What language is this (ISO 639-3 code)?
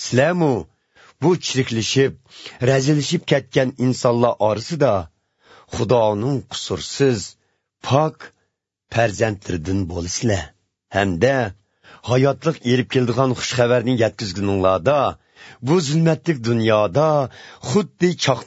uig